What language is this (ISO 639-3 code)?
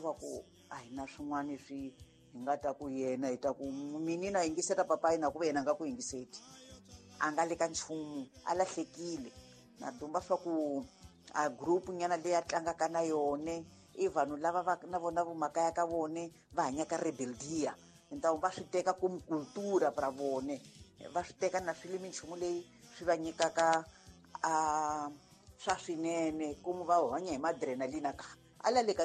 tso